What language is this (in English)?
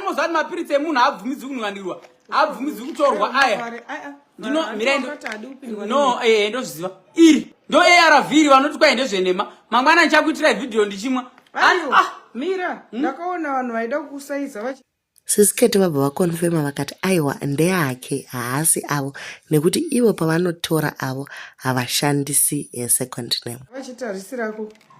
Shona